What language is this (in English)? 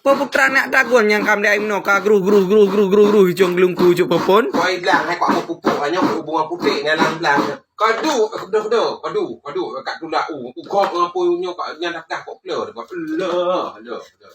Achinese